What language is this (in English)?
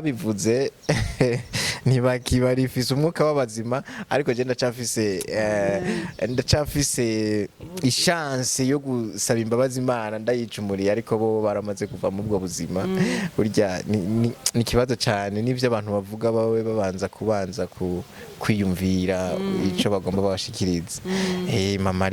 Rundi